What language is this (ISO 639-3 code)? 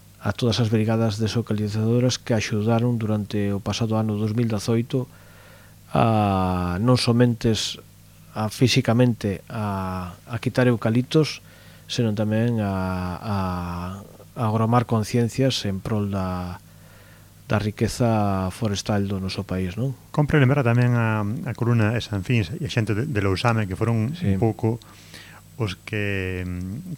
glg